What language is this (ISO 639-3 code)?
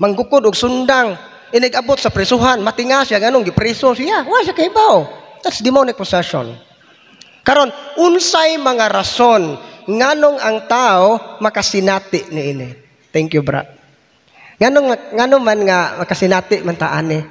ceb